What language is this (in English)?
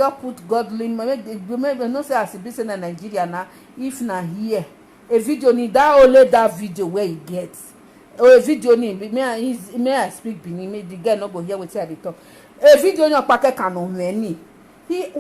Nigerian Pidgin